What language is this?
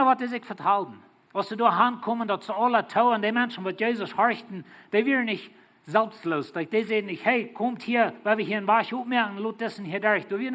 Plautdietsch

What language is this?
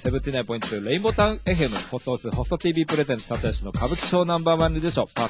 Japanese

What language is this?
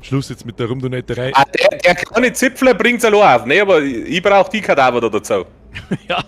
Bavarian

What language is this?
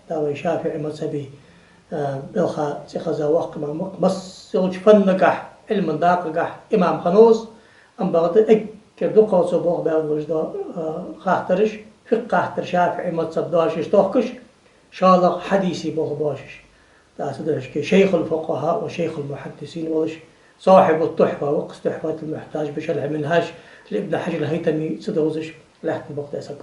Ingush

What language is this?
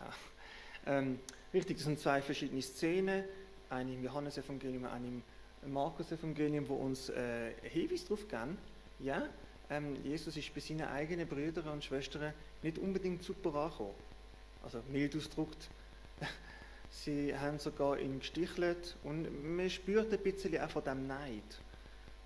Swiss German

